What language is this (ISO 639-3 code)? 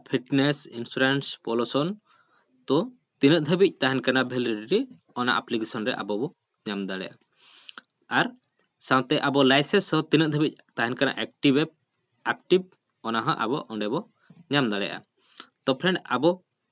sat